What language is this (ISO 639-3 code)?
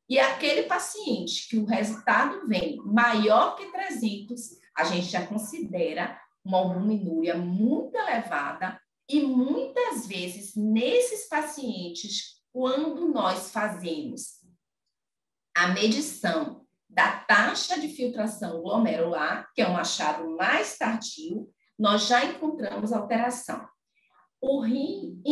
por